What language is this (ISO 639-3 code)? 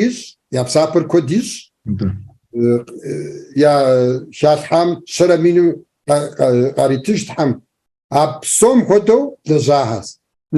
kbd